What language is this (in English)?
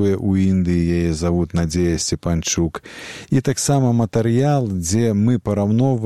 Belarusian